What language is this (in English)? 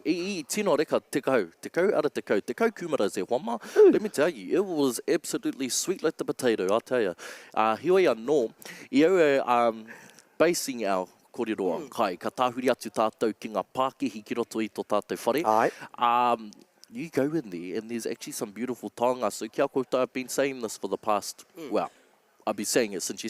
Māori